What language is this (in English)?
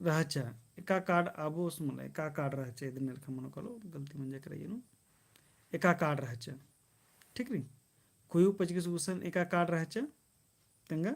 Kurukh